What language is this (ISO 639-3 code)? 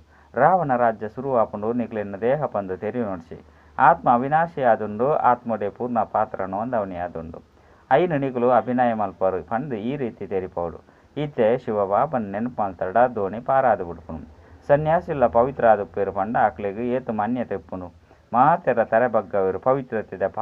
tcy